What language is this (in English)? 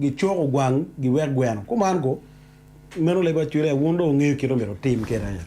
Acoli